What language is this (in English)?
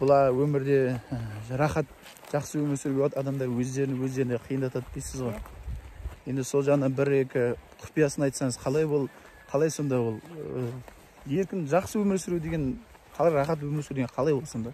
Kazakh